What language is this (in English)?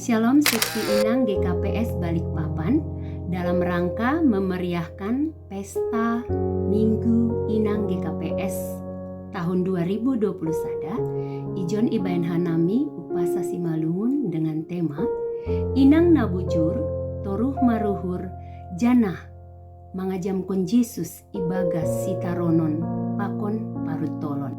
Batak Simalungun